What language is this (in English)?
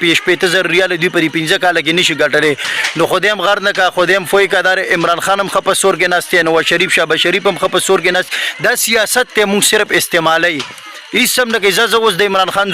Pashto